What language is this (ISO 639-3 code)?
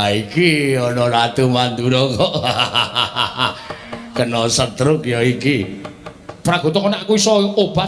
jav